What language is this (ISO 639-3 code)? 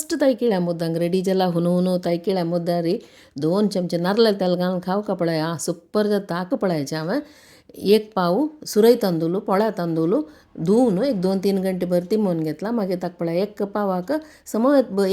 kok